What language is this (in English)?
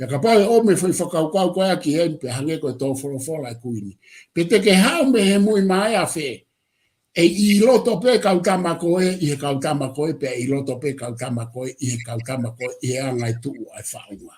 Tongan